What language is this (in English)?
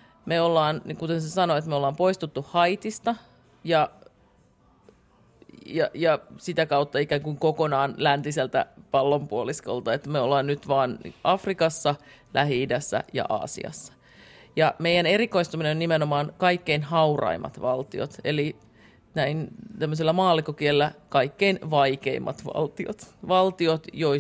Finnish